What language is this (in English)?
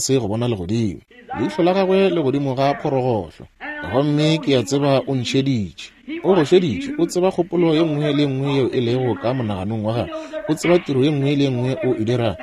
Northern Sotho